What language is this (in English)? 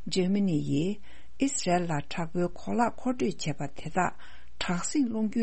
Tibetan